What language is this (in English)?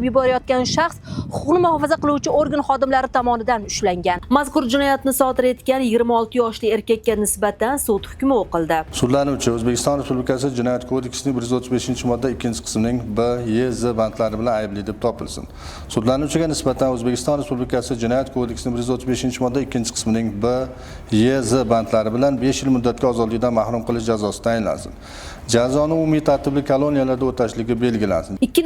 Uzbek